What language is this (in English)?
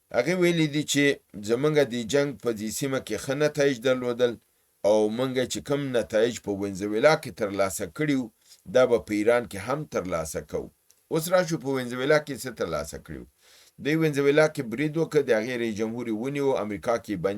Pashto